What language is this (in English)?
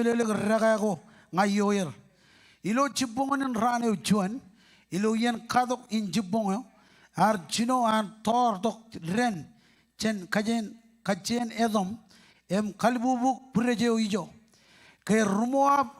Marshallese